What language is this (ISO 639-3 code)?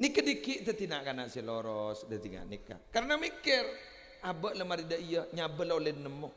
mad